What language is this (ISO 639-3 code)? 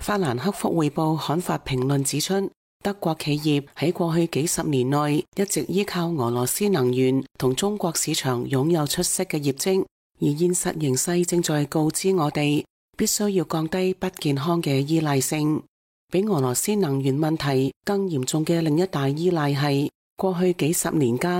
yue